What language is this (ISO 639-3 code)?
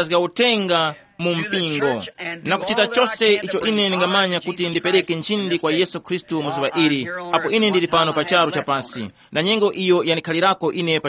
tum